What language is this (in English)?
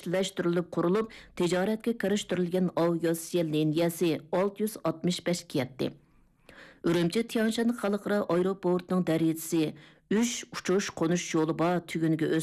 Uyghur